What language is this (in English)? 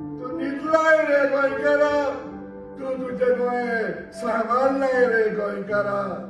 Konkani